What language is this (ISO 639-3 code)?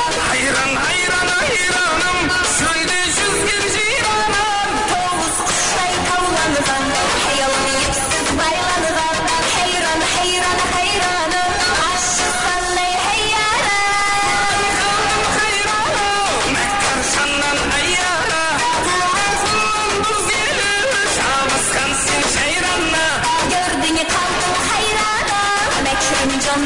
kaa